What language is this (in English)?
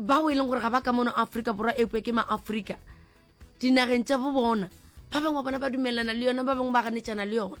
Northern Sotho